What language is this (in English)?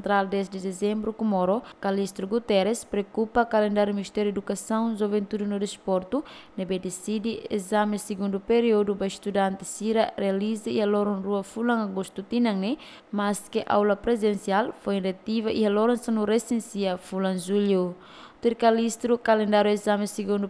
Tetum